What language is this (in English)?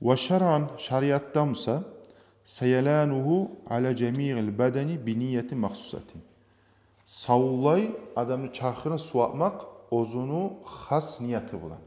Kumyk